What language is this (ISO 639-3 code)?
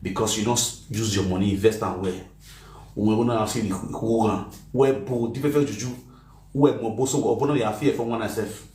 pcm